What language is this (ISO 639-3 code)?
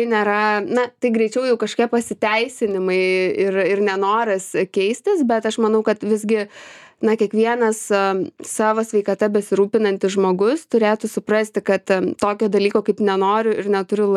lit